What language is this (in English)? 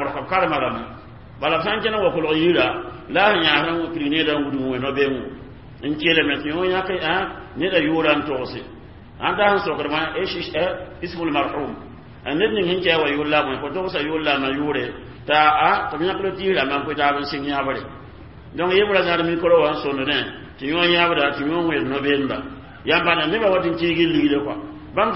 Mossi